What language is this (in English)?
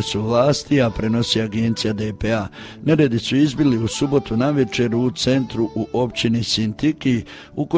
Croatian